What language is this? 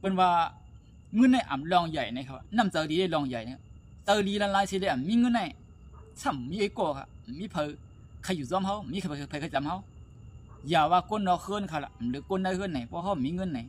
Shan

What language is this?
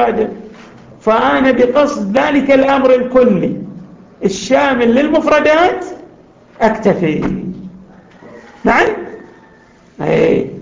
Arabic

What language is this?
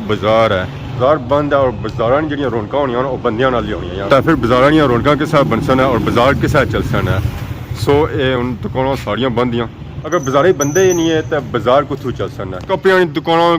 Pahari-Potwari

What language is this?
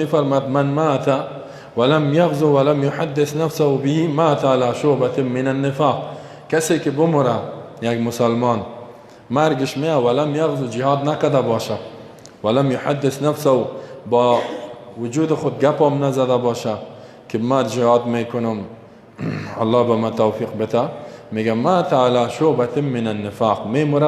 Persian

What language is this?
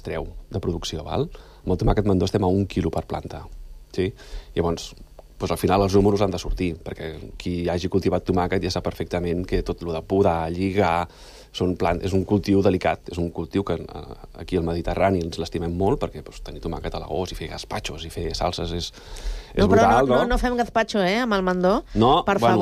Catalan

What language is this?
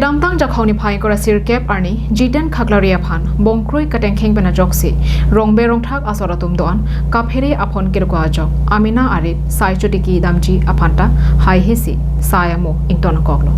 Karbi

